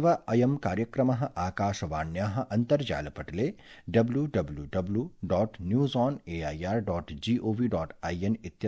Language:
Sanskrit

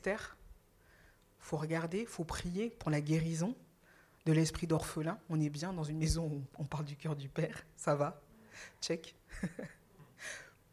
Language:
French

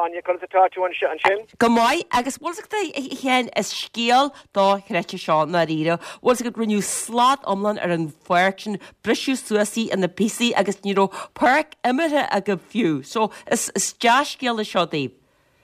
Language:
Irish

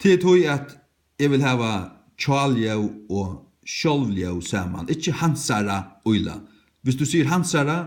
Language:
Faroese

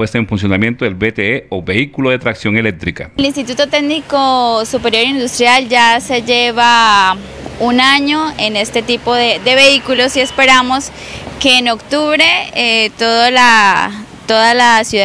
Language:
Spanish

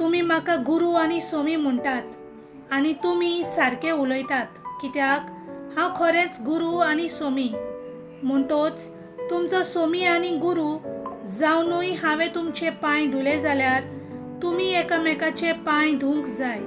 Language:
Konkani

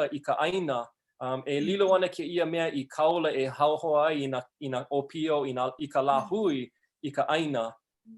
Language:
Hawaiian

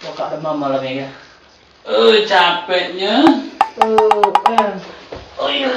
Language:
Musi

